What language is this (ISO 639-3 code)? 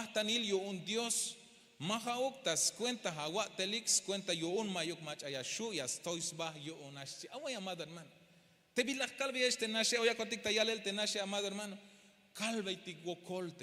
tzh